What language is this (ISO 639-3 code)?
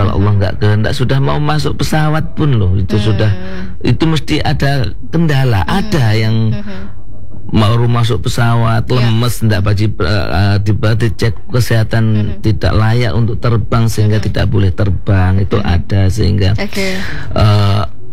ind